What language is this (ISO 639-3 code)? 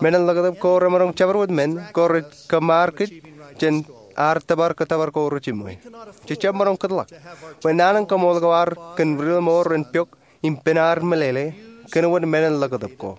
mah